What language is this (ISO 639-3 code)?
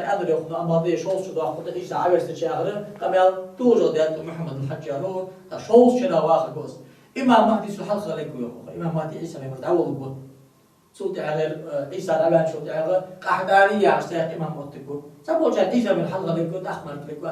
inh